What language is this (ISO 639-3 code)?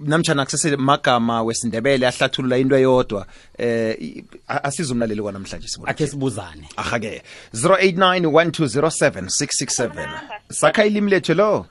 nbl